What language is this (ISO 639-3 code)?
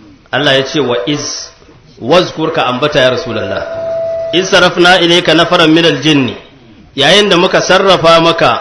hau